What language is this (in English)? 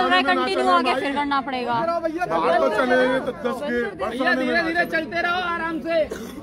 Hindi